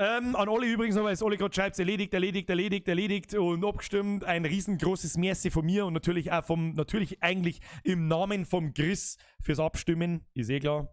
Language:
Bavarian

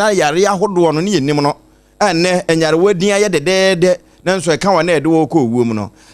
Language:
Akan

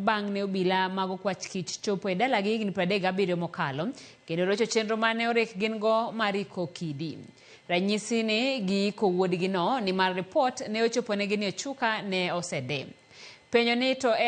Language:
Luo (Kenya and Tanzania)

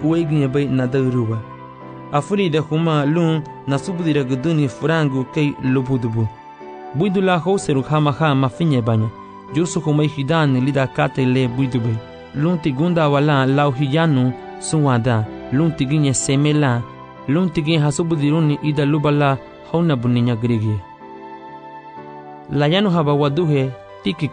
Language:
Garifuna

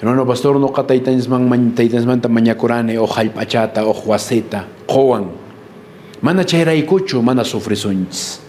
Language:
Quechua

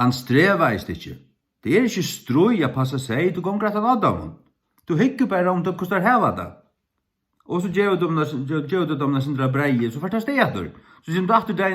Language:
Faroese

